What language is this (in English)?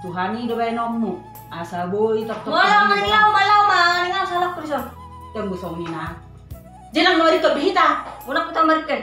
Batak Toba